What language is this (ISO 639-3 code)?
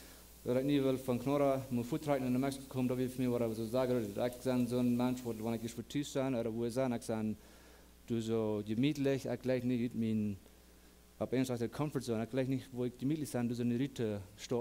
pdt